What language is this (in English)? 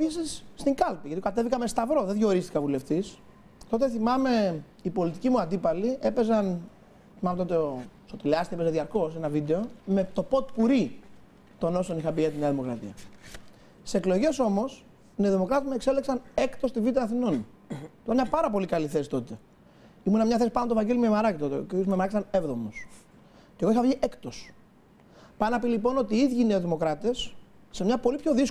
Greek